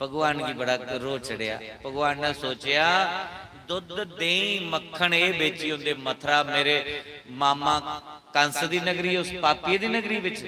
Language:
Dogri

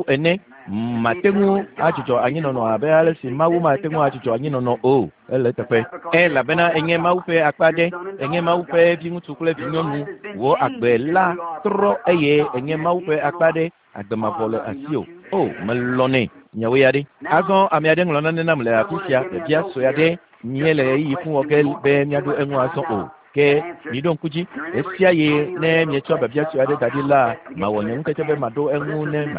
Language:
Ewe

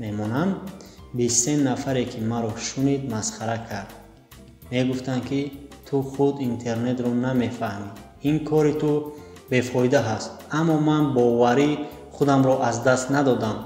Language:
Tajik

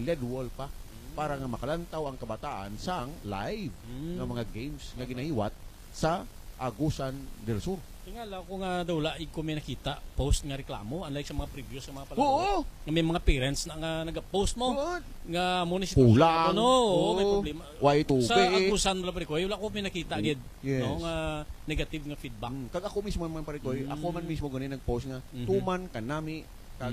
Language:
Hiligaynon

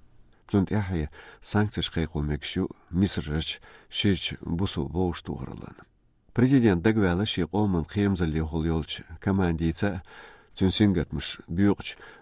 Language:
Chechen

